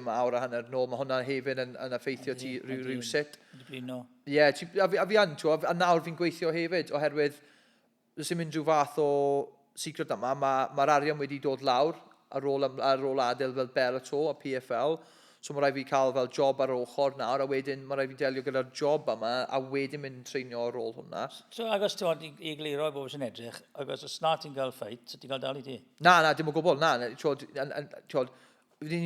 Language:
Welsh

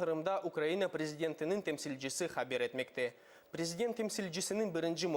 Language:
Crimean Tatar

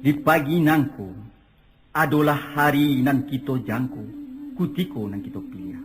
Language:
Minangkabau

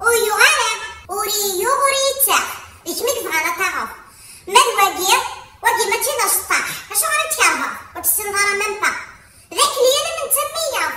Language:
Kabyle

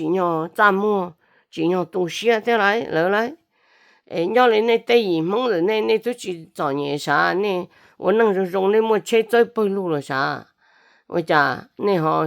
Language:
Hmong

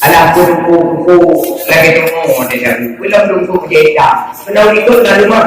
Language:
Achinese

